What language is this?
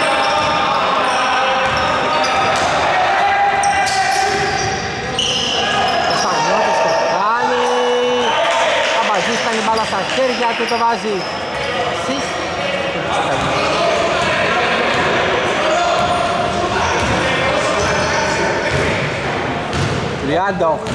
Greek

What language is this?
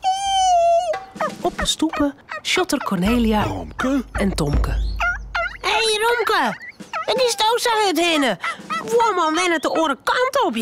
Western Frisian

